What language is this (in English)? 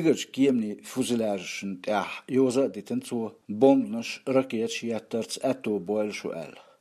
Chechen